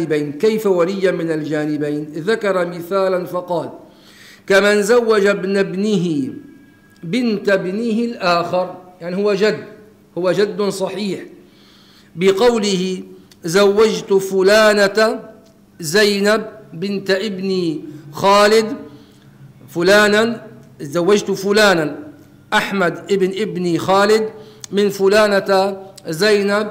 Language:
Arabic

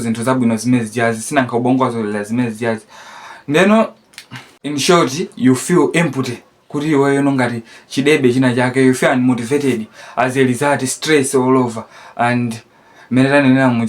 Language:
Nyanja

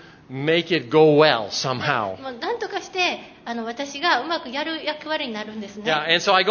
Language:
Japanese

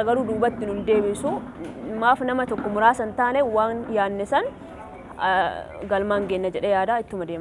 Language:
Oromo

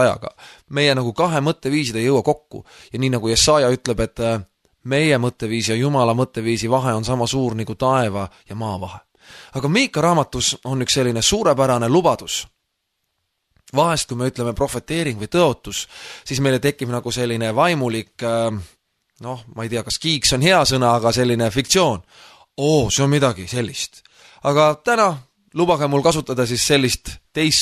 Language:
Estonian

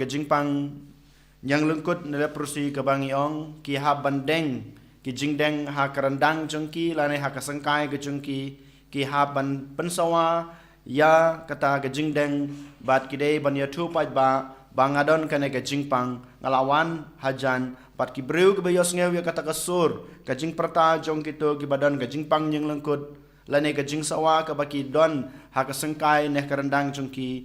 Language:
Khasi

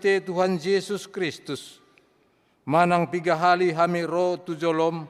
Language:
Batak Toba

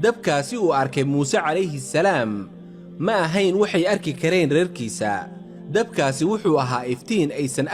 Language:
Somali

